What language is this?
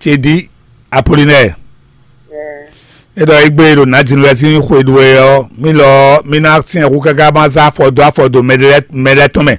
Fon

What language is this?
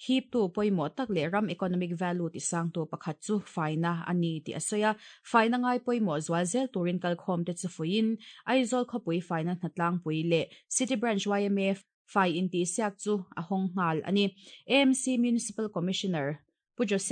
Mizo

